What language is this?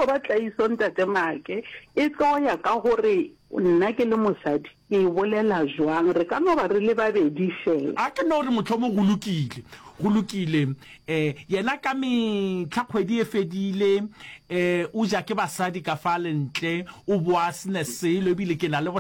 Northern Sotho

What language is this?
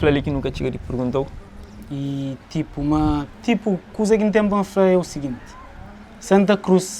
Kabuverdianu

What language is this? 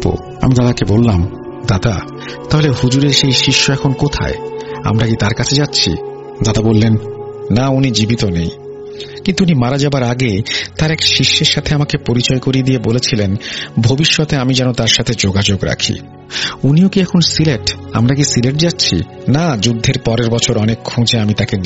Bangla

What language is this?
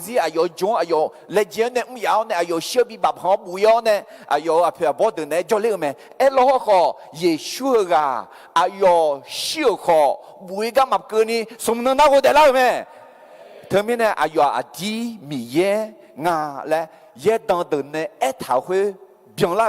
Akha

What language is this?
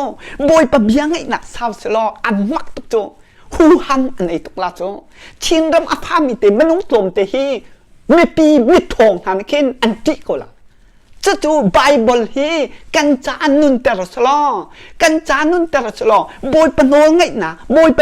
Hakha Chin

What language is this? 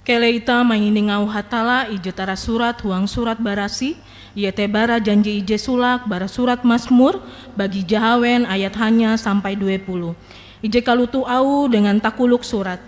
Ngaju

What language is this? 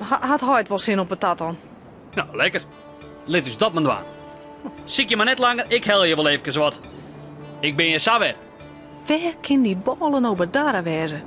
Western Frisian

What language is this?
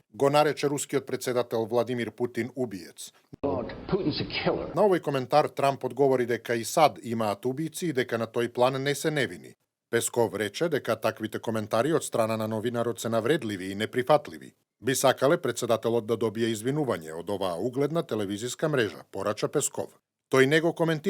Macedonian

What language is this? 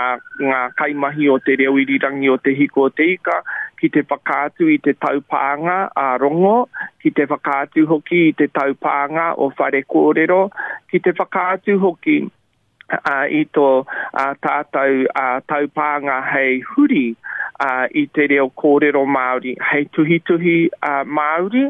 Māori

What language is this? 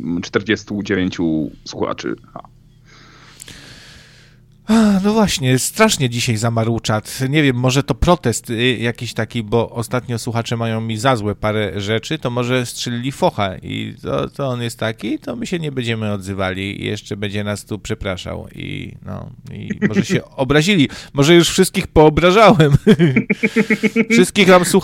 Polish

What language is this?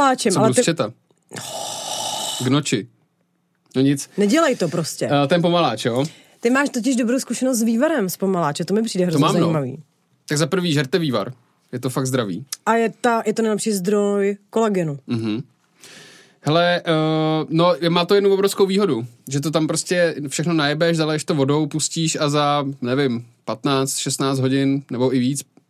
Czech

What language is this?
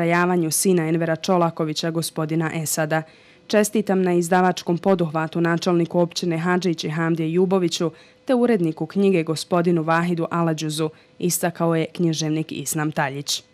Bosnian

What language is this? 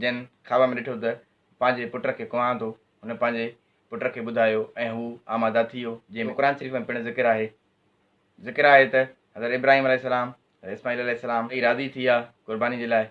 Sindhi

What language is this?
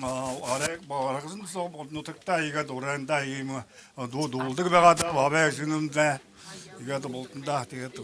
Buriat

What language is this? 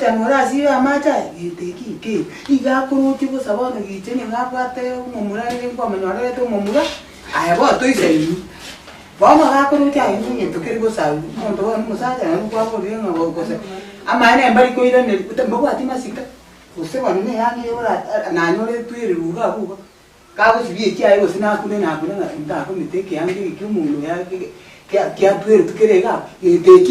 Gusii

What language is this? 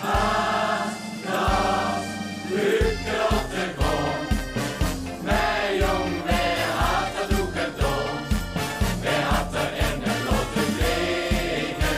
Limburgish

